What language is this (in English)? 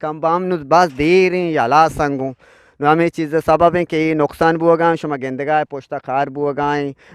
Eastern Balochi